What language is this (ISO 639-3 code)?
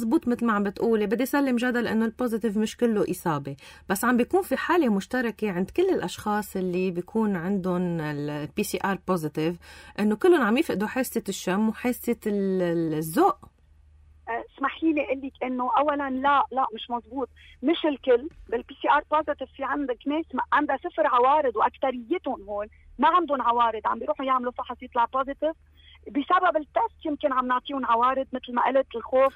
apc